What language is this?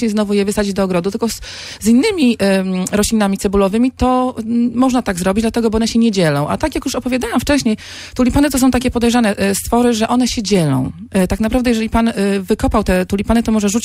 Polish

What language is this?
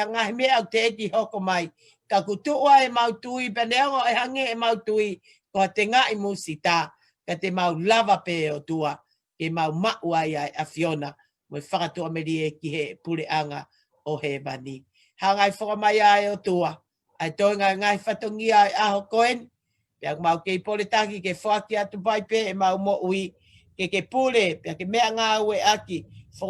Tongan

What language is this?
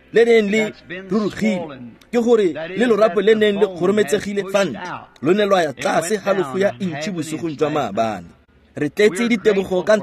Tswana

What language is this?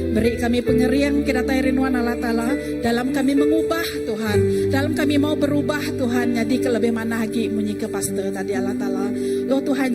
Iban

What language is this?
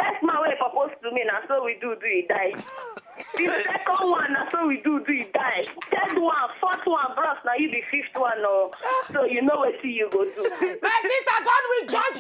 Nigerian Pidgin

